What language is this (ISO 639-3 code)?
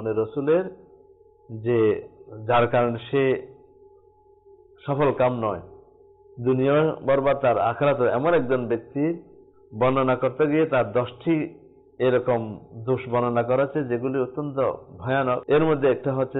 ben